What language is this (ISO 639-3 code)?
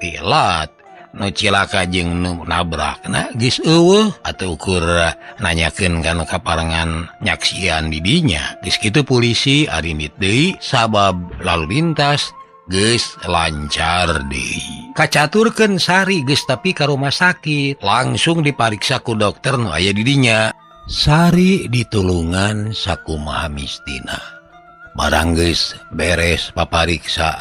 sun